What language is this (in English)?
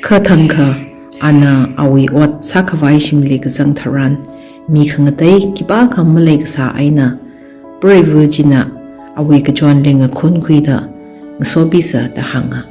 Tangkhul Naga (India)